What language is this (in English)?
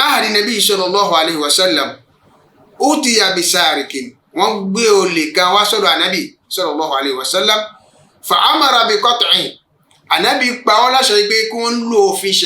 Yoruba